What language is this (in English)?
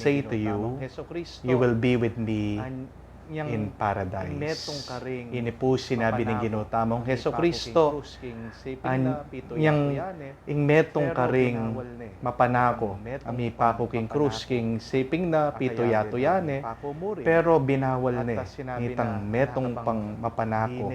Pampanga